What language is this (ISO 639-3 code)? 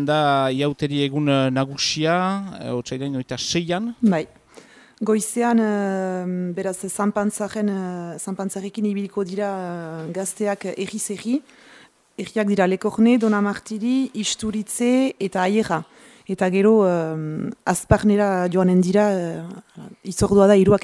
eus